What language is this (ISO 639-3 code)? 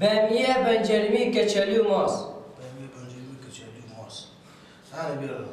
fas